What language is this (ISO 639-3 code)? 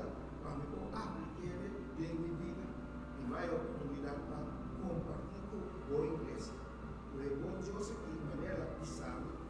pap